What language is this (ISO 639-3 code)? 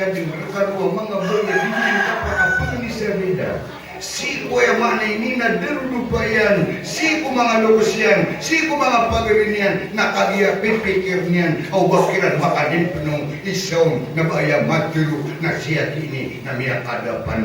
mrw